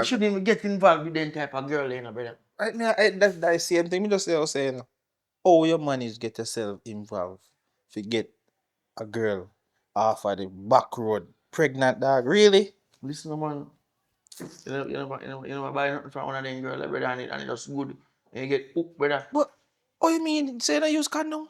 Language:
Jamaican Creole English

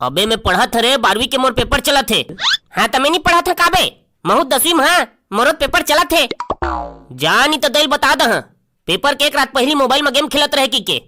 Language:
Chhattisgarhi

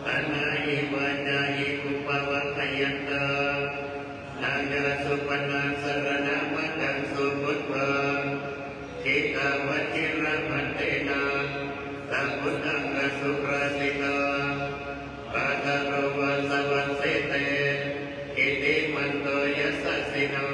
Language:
Pali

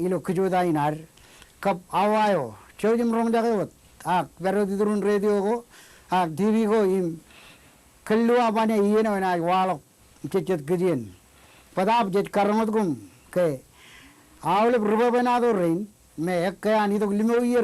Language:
Marshallese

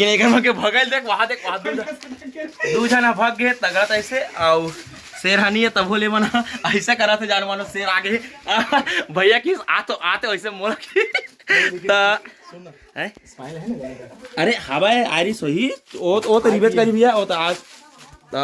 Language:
Chhattisgarhi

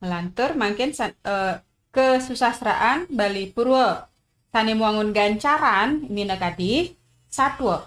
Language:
Balinese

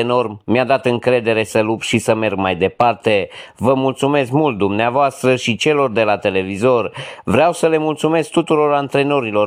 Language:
Romanian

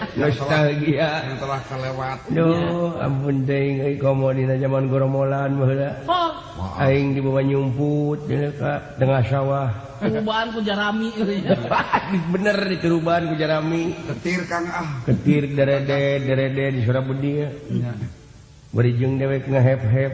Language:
Sundanese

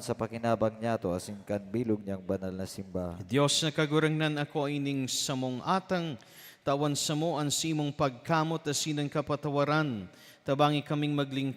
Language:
Bikol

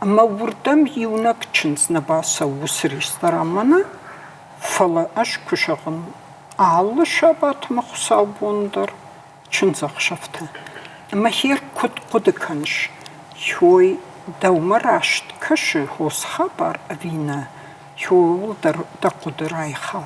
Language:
Ossetic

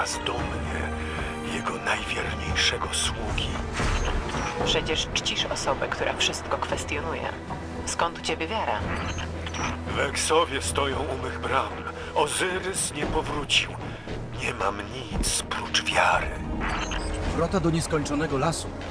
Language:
Polish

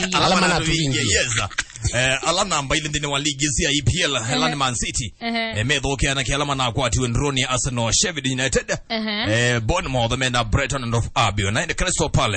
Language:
Kamba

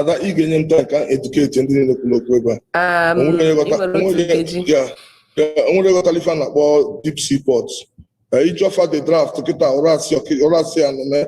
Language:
Igbo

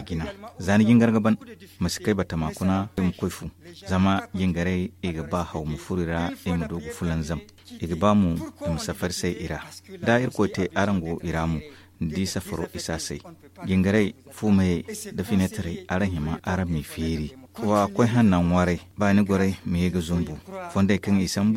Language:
Zarma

